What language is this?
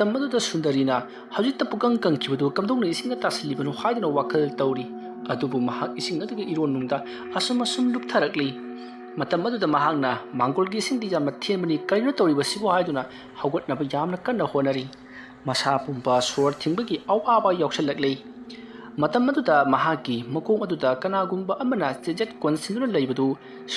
Manipuri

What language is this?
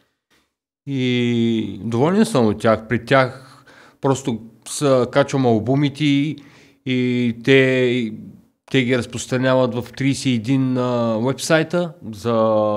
Bulgarian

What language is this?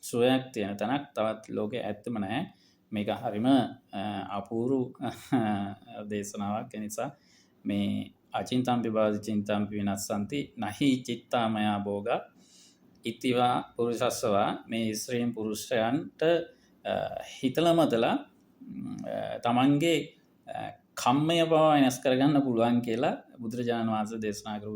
Sinhala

